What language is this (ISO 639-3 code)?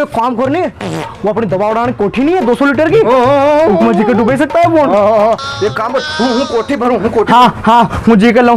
raj